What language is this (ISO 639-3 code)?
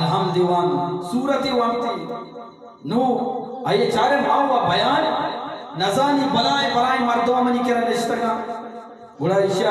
bgp